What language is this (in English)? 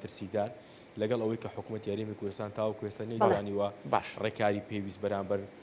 Central Kurdish